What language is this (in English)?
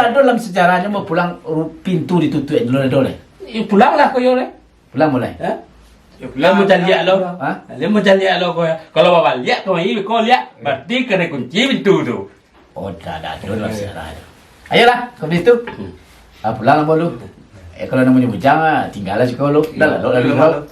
Minangkabau